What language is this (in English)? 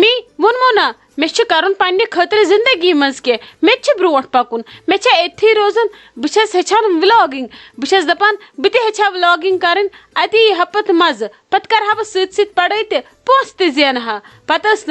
Kashmiri